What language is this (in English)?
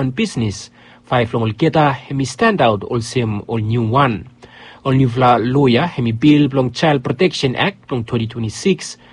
Bislama